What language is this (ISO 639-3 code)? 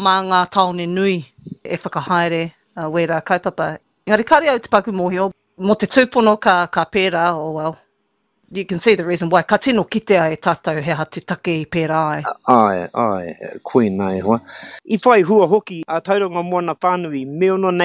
mri